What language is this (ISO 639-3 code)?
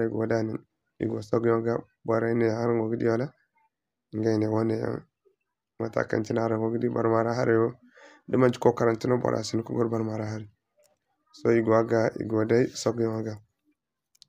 dje